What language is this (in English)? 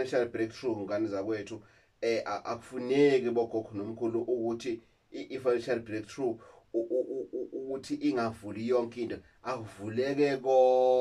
Zulu